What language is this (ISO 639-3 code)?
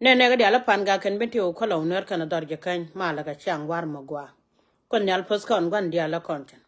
nus